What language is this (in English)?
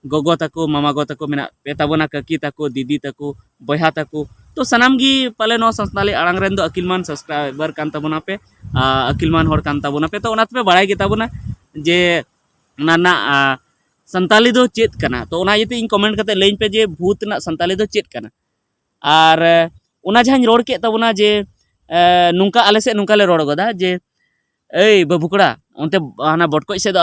Santali